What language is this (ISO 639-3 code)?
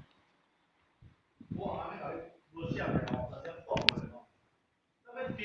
nan